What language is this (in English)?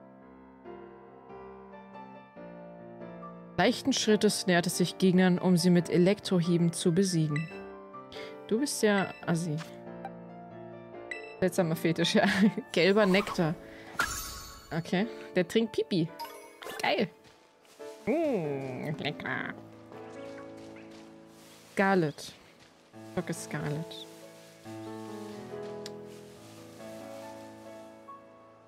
German